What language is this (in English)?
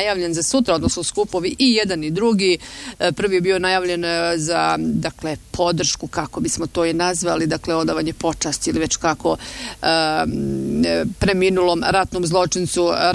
Bosnian